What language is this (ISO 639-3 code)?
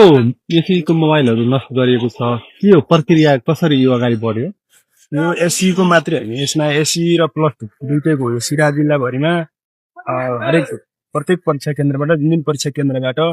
nep